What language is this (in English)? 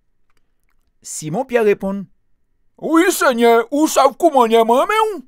Guadeloupean Creole French